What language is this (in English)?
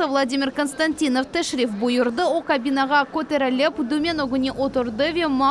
Crimean Tatar